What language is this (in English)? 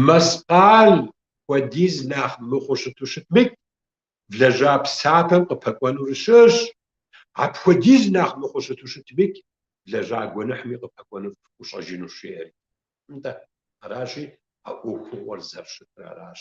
Kabardian